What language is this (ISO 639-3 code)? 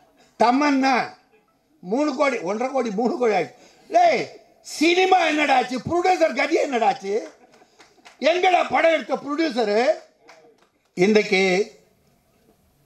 tam